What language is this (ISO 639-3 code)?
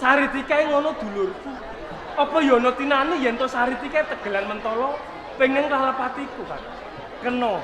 jav